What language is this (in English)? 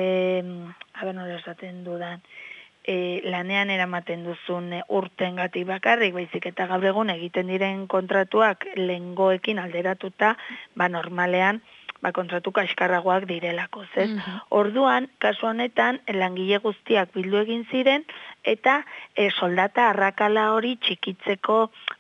Basque